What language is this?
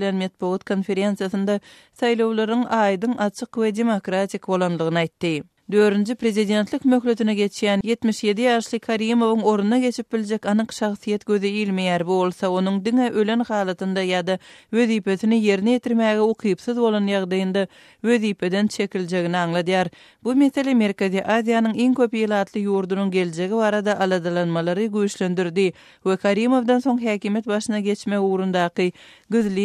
Turkmen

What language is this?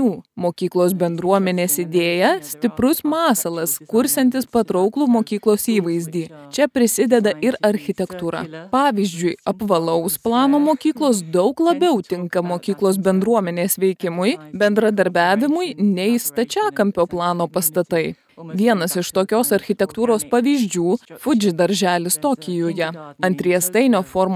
Lithuanian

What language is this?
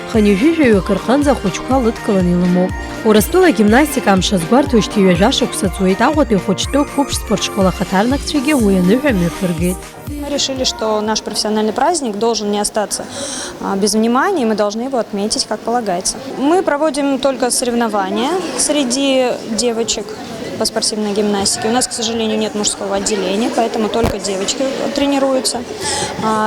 Abkhazian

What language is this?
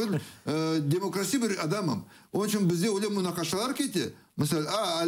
Crimean Tatar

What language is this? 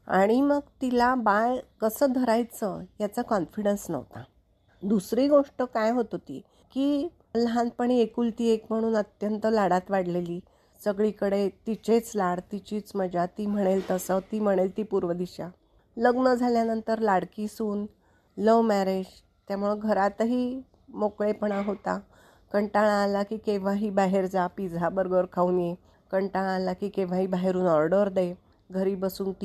Marathi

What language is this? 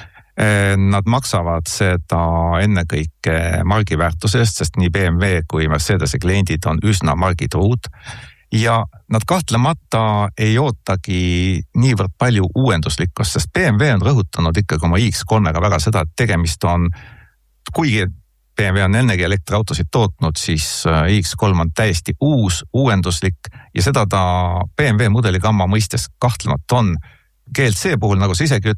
Estonian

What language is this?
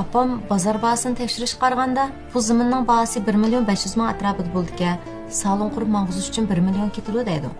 Uyghur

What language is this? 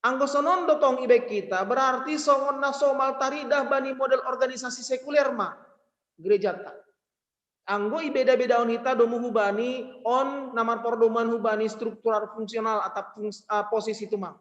Batak Simalungun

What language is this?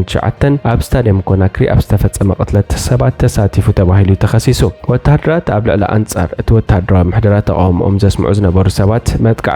Tigrinya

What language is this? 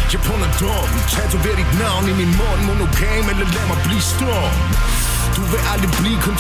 Danish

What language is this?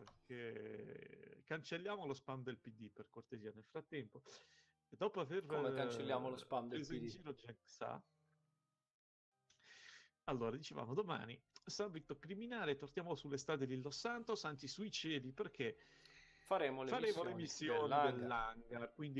Italian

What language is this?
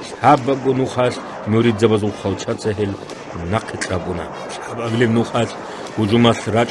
Avaric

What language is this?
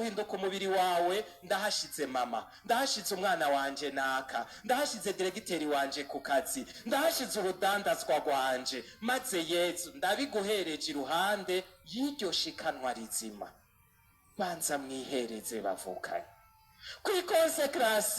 Rundi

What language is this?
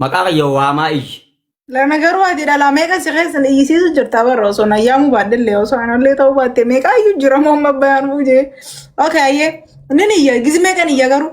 Oromo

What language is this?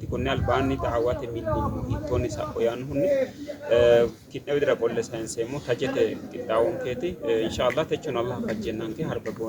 Sidamo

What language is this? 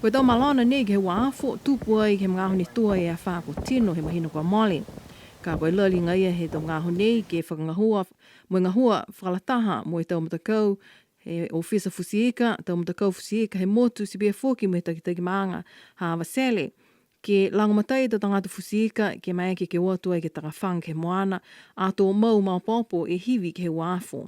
Niuean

